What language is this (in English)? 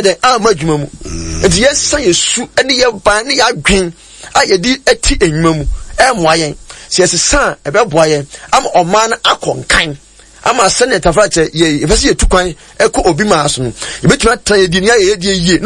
Akan